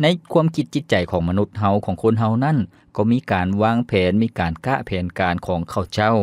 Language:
Lao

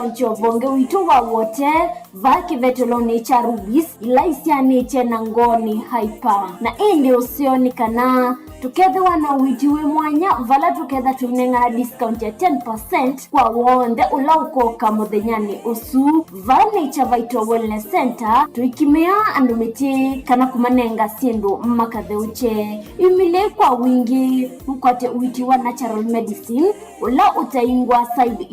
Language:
Kamba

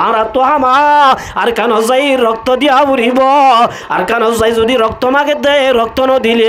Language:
Rohingya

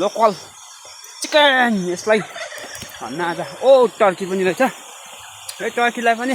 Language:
Nepali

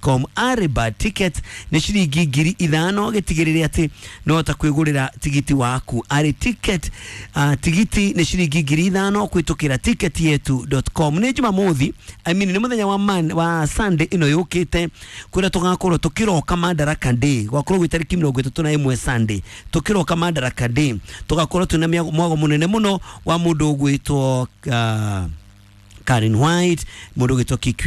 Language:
Kikuyu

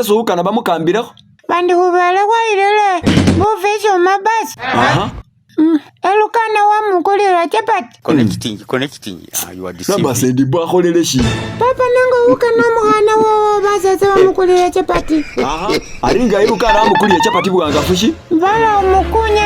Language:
Masaaba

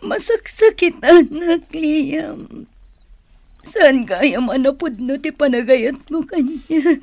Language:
Iloko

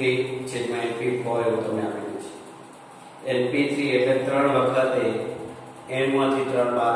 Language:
Gujarati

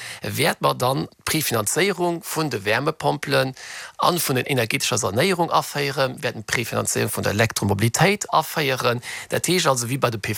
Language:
Luxembourgish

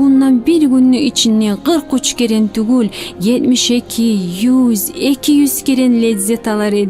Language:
Kumyk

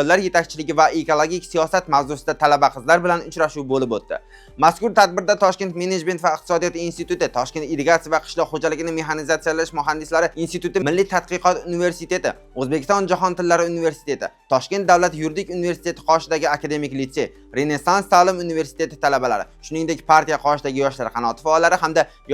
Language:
Uzbek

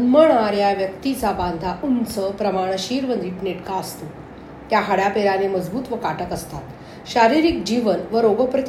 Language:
Marathi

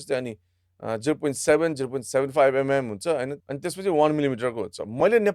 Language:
Nepali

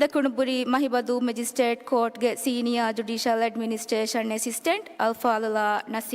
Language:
Divehi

